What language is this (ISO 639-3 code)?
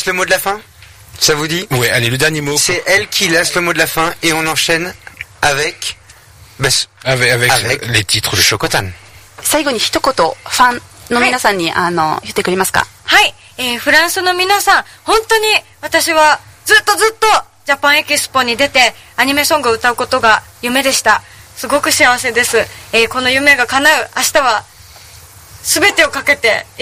jpn